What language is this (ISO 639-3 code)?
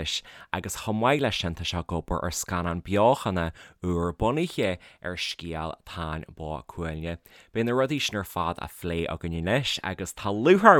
gle